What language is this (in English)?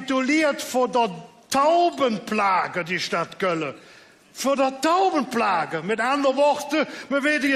Colognian